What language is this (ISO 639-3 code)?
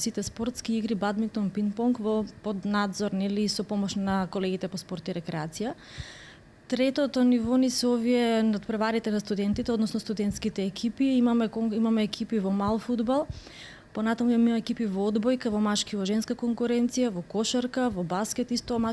mkd